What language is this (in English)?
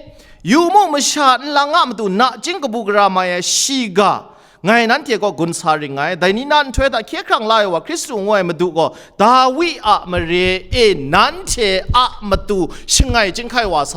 Kachin